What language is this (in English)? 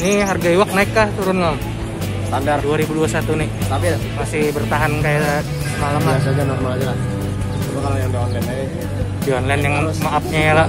Banjar